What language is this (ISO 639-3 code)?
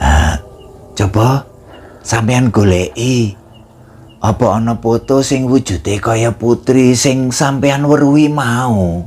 jav